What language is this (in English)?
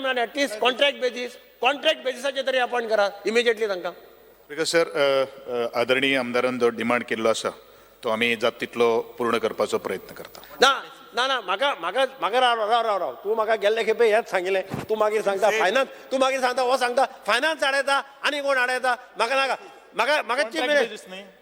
Konkani